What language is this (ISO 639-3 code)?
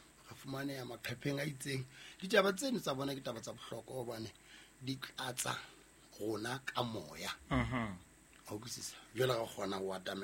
sot